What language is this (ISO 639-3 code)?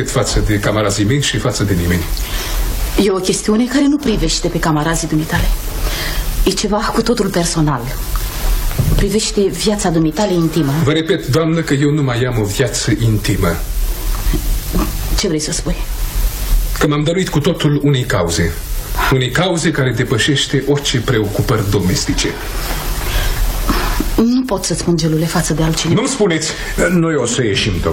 ron